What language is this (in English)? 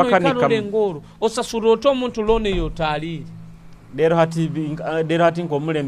Nyoro